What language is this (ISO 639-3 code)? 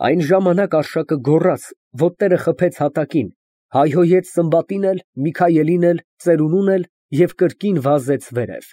hye